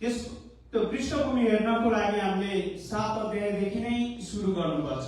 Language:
Nepali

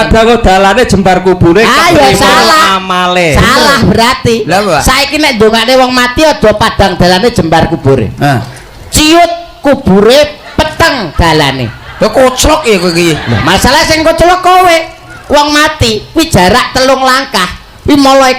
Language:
Javanese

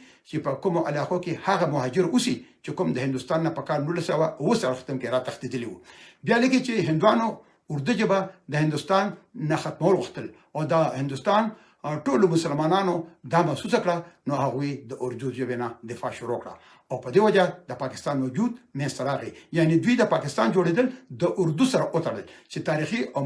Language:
Pashto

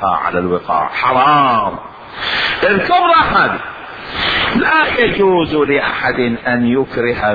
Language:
Mesopotamian Arabic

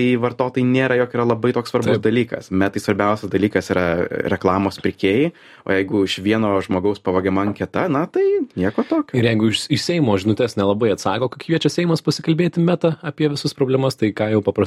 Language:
Lithuanian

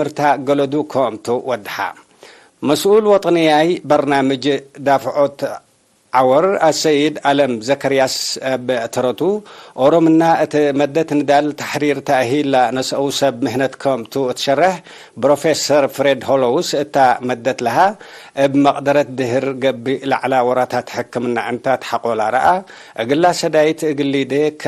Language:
Tigre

